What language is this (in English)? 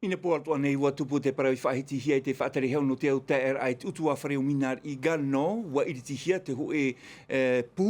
Tahitian